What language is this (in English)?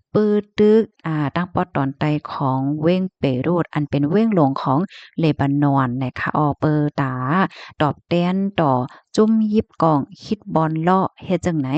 Shan